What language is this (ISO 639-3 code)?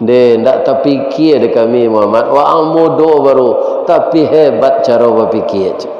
min